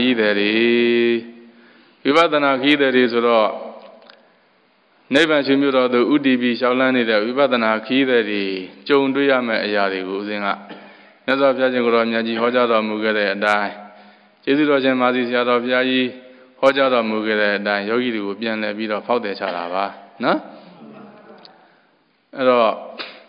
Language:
Burmese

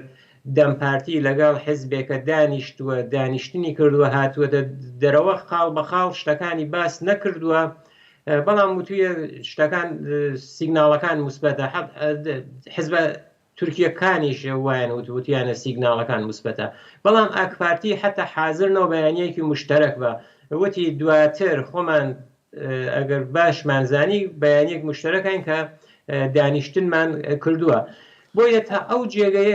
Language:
Central Kurdish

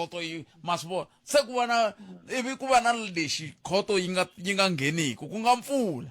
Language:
Tsonga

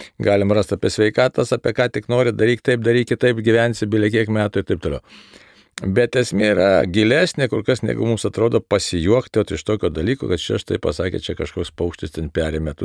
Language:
Lithuanian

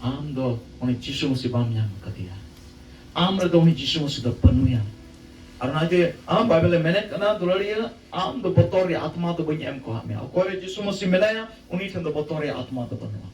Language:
Santali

